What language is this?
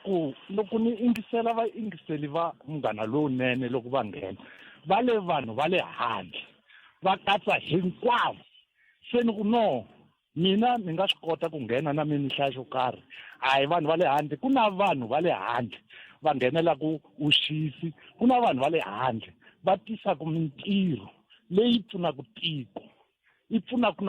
Tsonga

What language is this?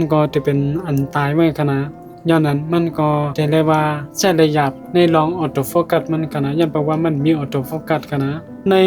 Shan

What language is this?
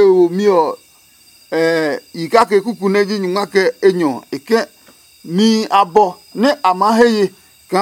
Adangme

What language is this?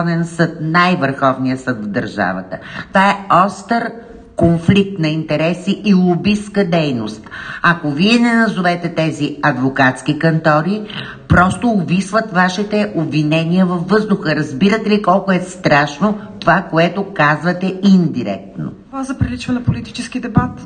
Bulgarian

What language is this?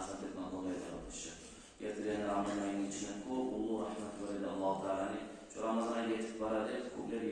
Kumyk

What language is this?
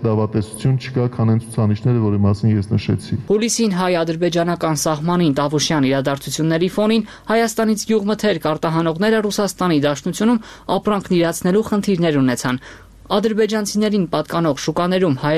Armenian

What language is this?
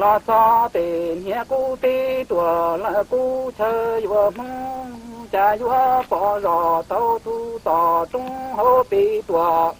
Hmong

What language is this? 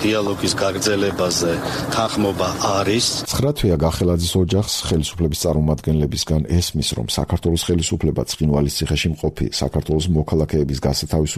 Georgian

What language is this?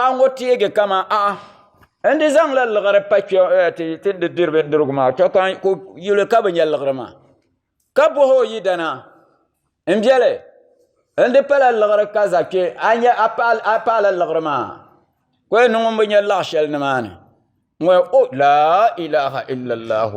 Dagbani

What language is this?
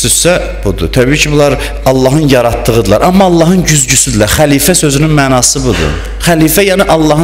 Azerbaijani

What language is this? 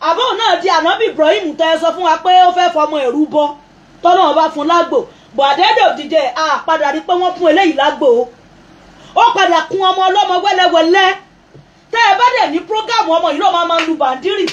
Yoruba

